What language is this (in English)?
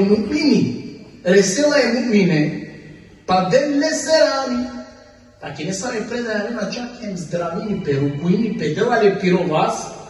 Balkan Romani